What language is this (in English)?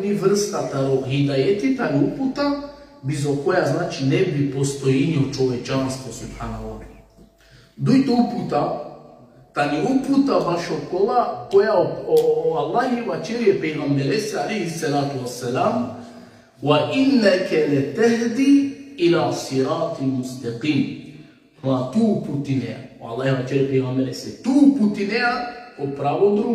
Balkan Romani